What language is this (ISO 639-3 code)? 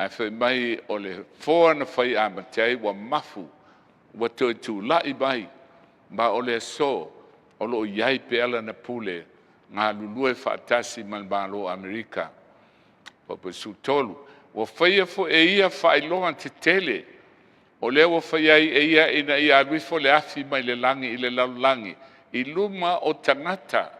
smo